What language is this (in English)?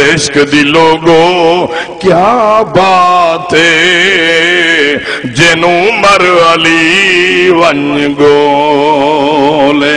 Saraiki